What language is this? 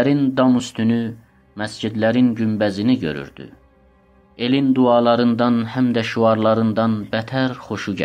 South Azerbaijani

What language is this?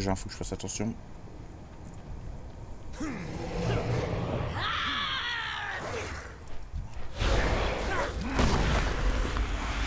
French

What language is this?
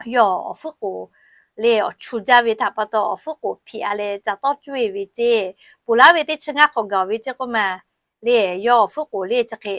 Lahu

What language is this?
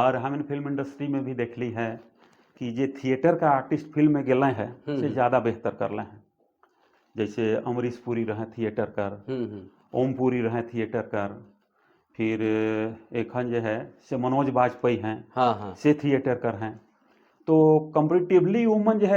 Sadri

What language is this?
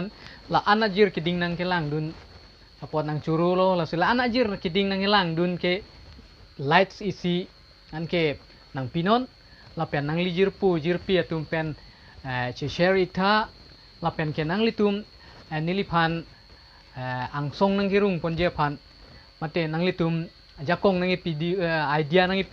Karbi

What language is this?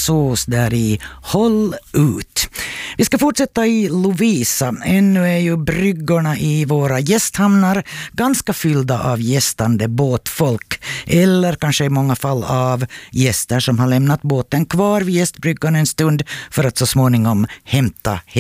Swedish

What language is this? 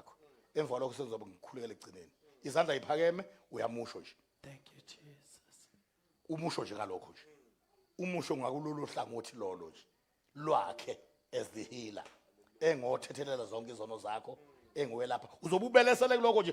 Zulu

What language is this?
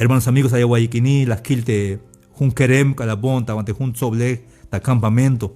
Tzeltal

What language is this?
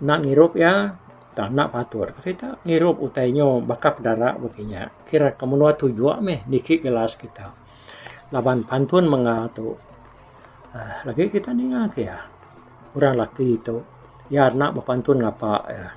Iban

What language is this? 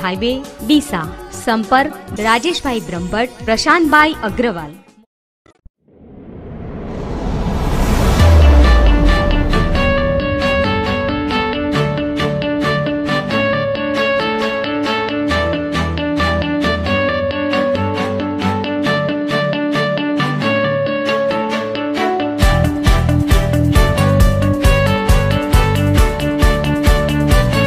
Gujarati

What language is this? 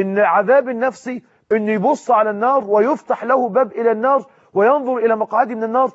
Egyptian Arabic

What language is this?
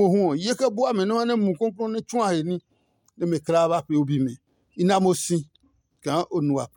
Adangme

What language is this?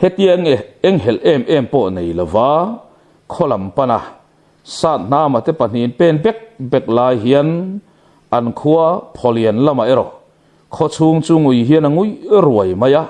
Mizo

